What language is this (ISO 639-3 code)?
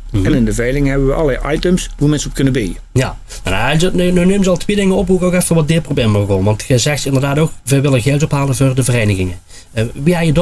lim